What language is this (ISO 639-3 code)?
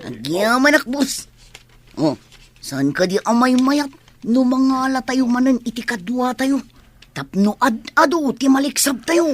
ilo